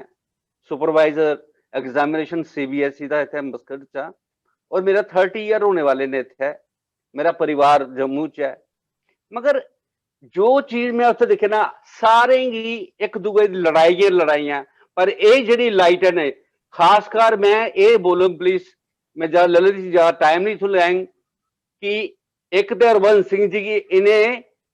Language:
Dogri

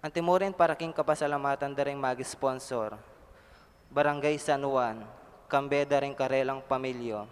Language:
Pampanga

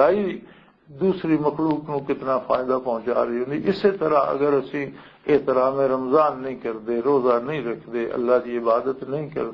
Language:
Western Panjabi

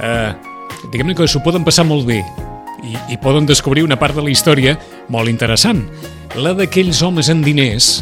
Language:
Catalan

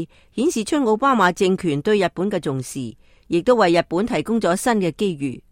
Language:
Cantonese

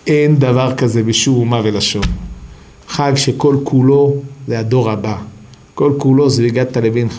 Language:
Hebrew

